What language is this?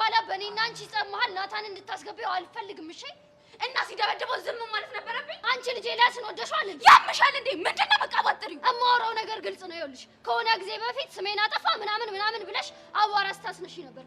Amharic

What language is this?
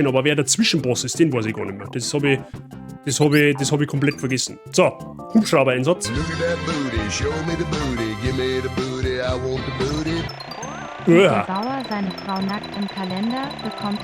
Bavarian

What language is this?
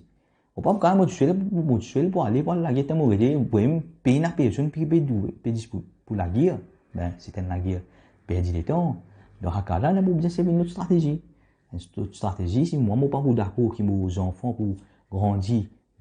Morisyen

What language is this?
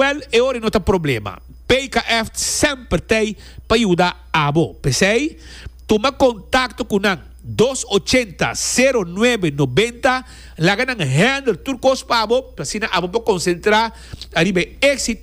Papiamento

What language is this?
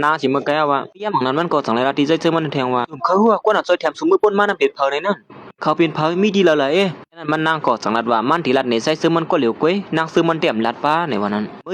Shan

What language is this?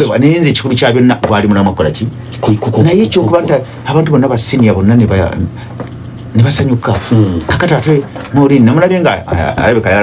Ganda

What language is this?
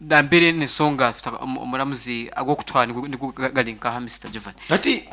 Nyankole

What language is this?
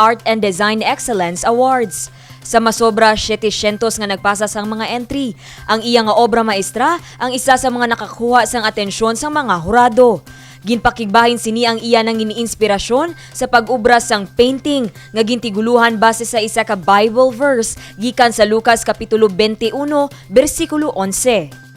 Hiligaynon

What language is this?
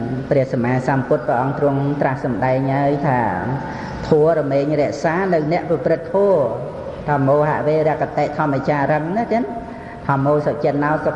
Khmer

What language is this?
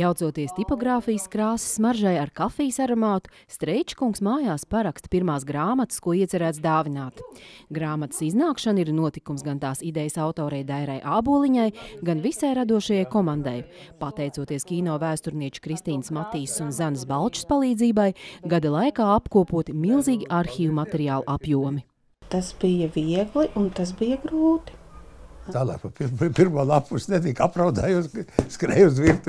Latvian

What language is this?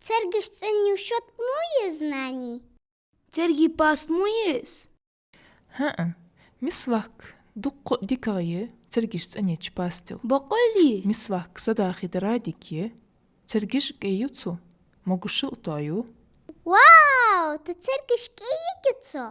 Ingush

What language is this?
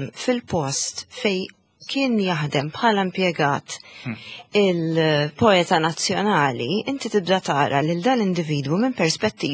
Maltese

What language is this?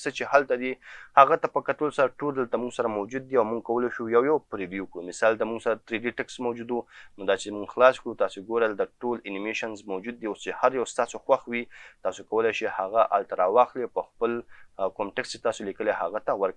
Pashto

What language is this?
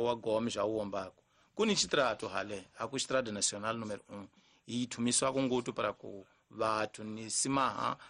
Tsonga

